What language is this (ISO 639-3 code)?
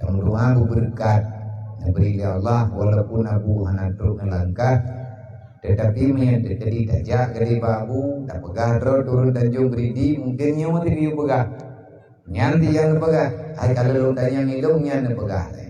ace